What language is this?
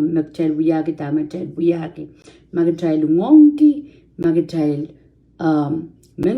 Pohnpeian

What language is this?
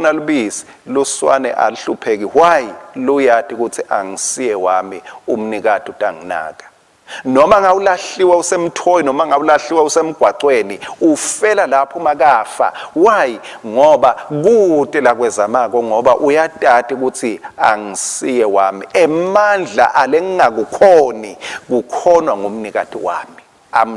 Swati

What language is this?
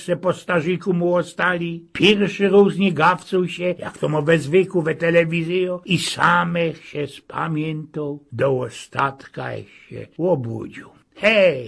Silesian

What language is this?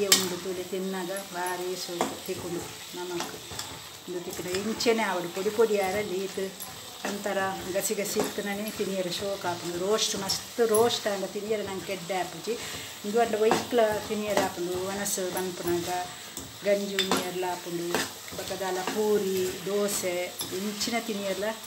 Tulu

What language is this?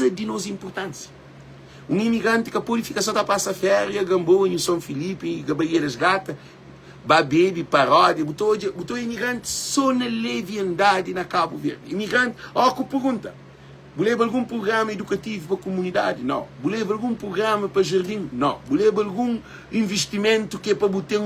Kabuverdianu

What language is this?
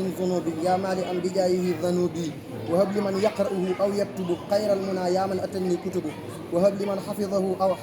Wolof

